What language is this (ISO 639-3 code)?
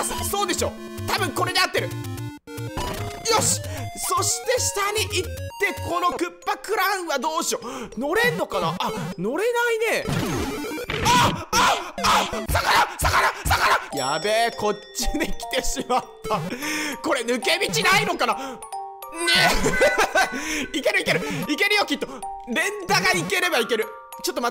jpn